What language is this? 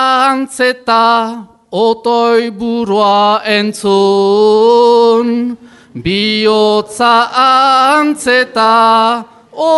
Basque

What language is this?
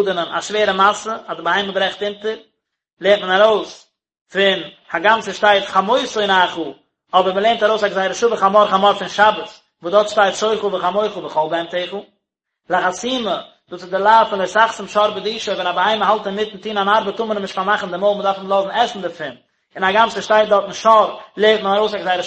Yiddish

